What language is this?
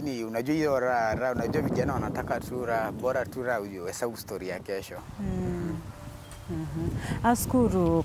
Meru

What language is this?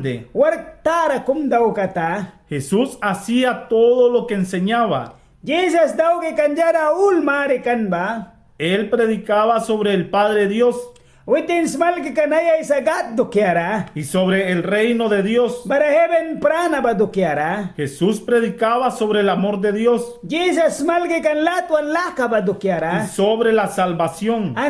Mískito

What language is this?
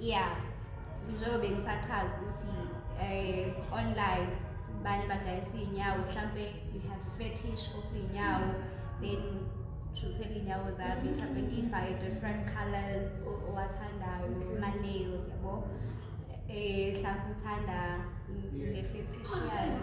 Zulu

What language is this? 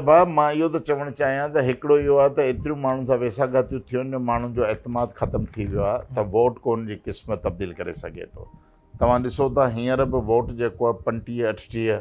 Sindhi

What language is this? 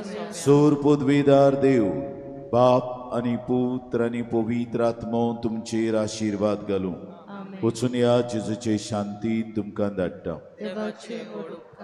Konkani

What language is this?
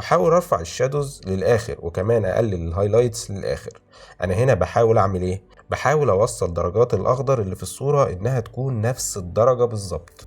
Egyptian Arabic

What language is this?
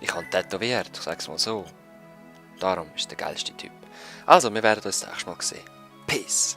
Swiss German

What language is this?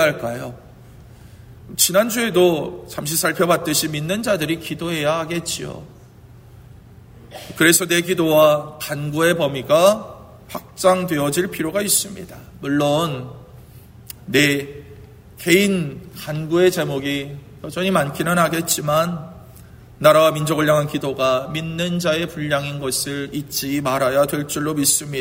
Korean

